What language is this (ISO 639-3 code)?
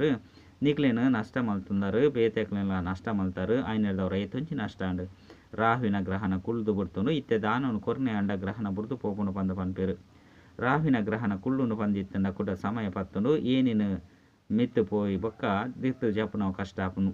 tcy